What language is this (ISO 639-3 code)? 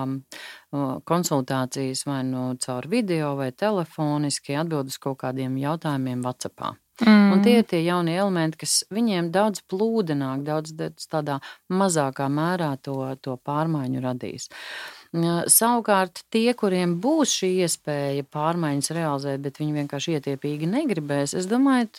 lav